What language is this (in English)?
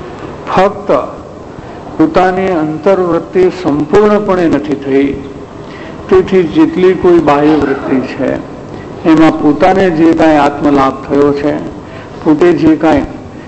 Gujarati